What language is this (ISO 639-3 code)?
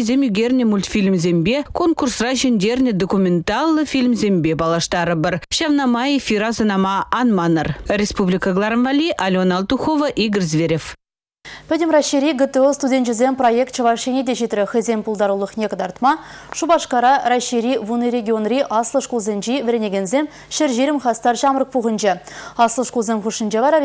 chv